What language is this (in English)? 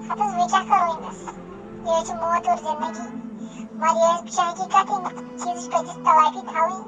Kashmiri